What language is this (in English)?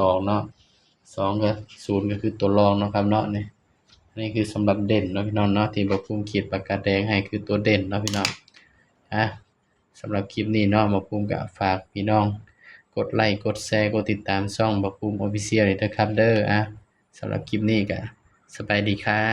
Northeastern Thai